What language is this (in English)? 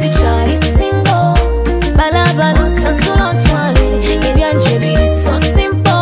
Nyoro